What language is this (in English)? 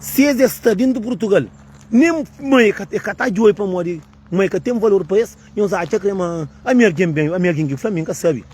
Kabuverdianu